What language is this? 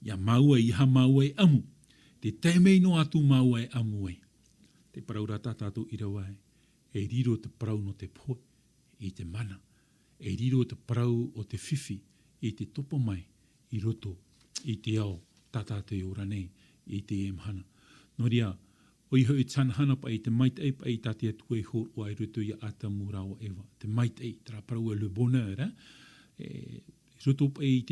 Tahitian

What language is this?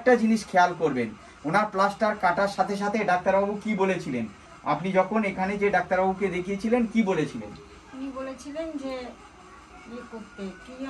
Bangla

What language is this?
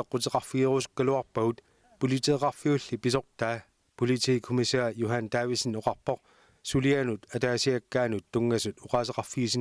Kalaallisut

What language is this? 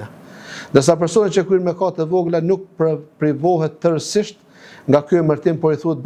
Albanian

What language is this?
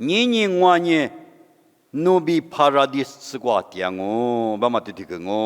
Lisu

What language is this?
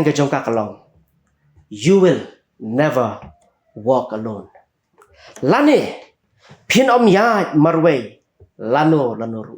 Khasi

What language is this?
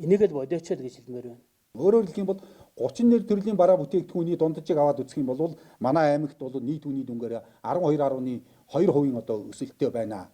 Mongolian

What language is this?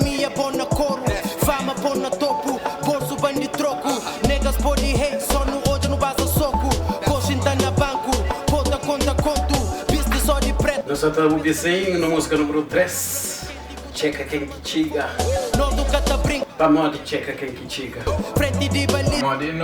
Kabuverdianu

